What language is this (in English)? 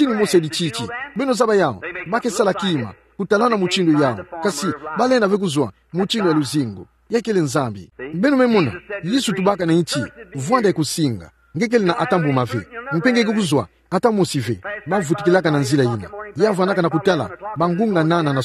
Kituba (Democratic Republic of Congo)